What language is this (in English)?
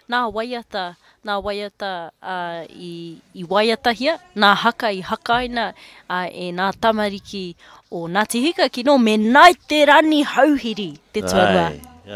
Māori